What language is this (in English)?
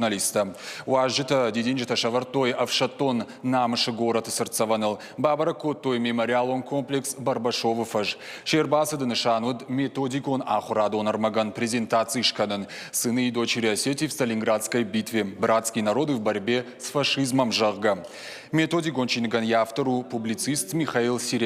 Ossetic